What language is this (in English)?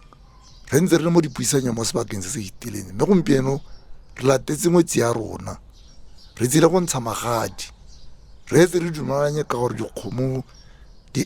Tswana